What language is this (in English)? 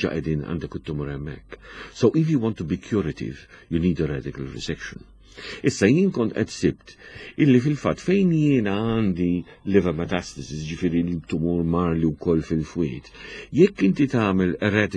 Maltese